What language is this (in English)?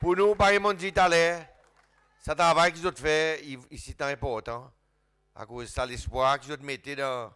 Seselwa Creole French